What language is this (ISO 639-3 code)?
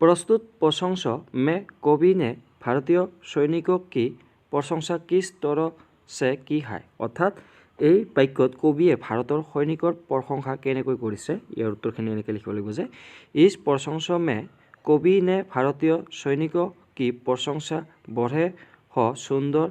asm